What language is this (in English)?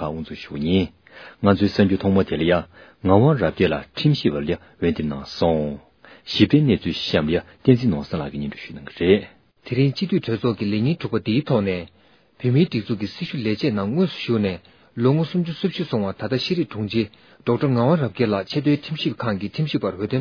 Tibetan